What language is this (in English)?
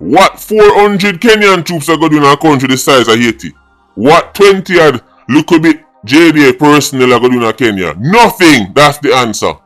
Jamaican Creole English